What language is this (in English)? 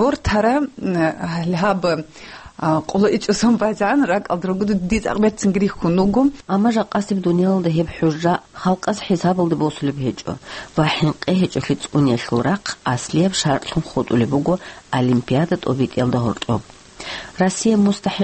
Avaric